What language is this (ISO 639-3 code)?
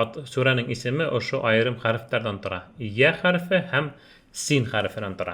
bak